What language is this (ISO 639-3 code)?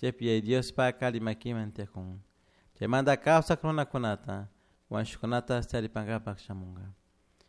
qug